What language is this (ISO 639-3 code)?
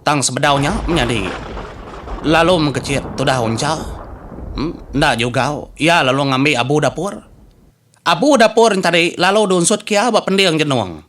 iba